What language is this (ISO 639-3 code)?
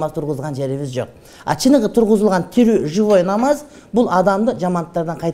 kir